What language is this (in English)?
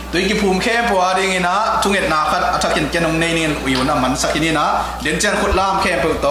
Tedim Chin